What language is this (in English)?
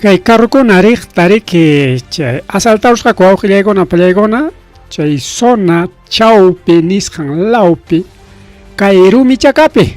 Ayacucho Quechua